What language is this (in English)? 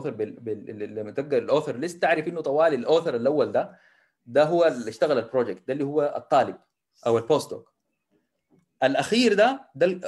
Sudanese Arabic